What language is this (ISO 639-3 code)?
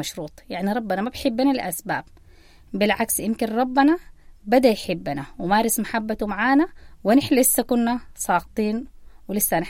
apd